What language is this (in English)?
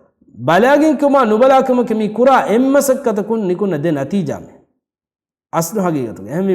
Divehi